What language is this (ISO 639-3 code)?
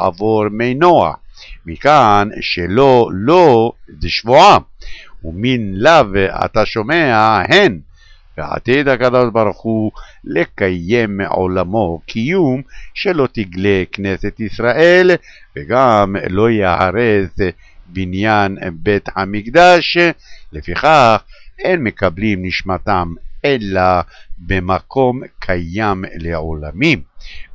heb